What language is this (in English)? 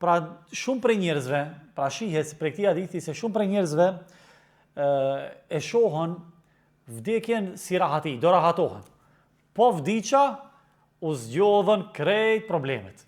Albanian